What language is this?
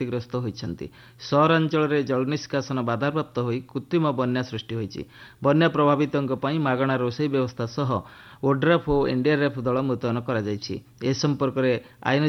Odia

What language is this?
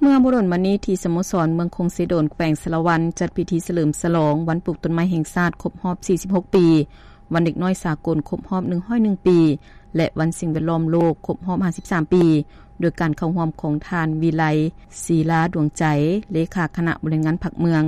Lao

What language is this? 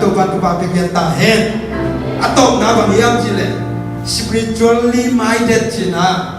Tedim Chin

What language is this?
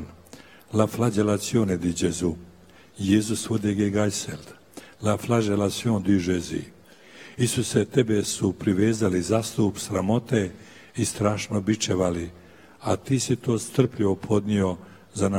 Croatian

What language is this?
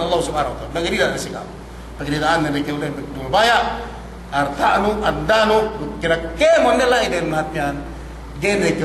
Yakan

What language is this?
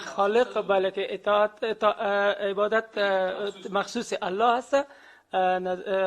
Persian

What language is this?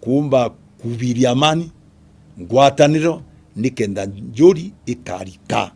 Meru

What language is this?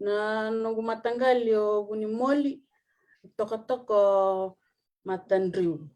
Fijian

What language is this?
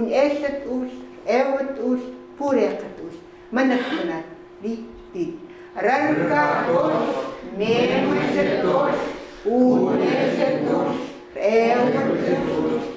Chukot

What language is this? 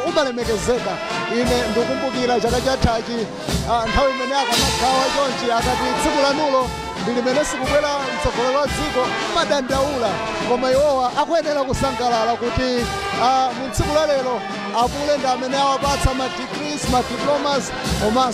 Nyanja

